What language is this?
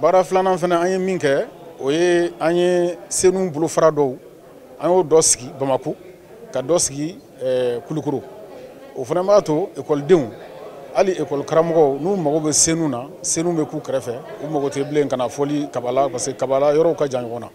Bambara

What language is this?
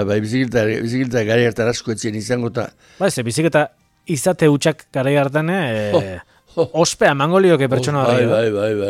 Basque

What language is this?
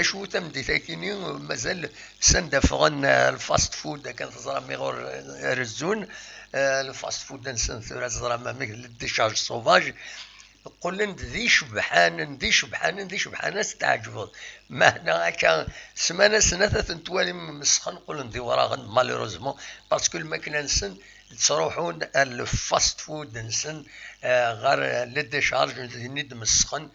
Kabyle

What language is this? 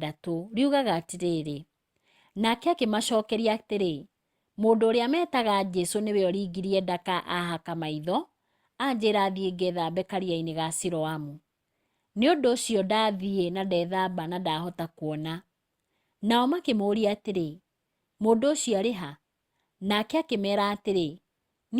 Kikuyu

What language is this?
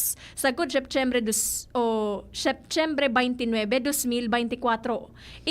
Bikol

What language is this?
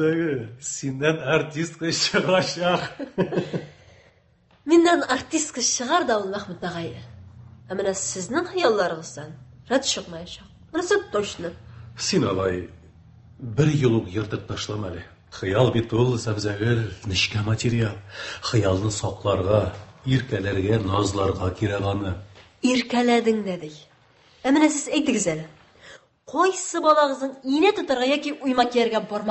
Tatar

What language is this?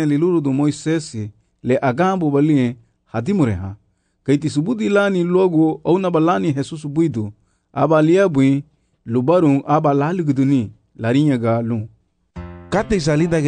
Garifuna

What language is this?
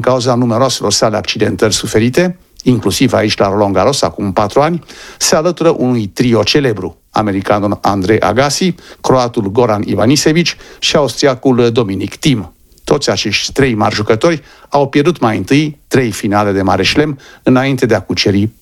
Romanian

